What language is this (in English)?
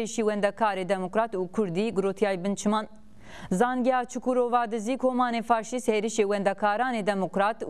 Zaza